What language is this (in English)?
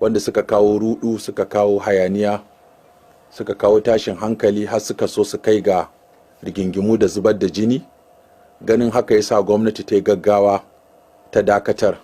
Hausa